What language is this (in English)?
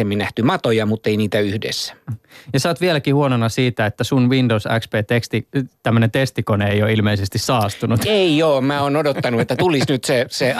Finnish